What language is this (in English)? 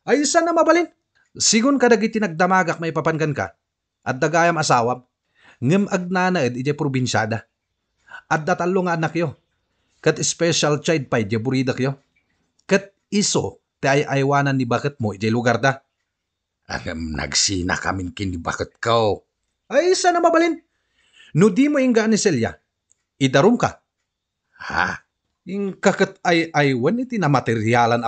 Iloko